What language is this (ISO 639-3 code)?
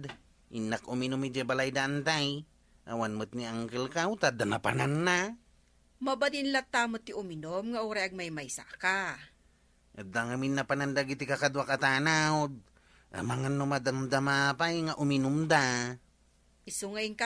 ilo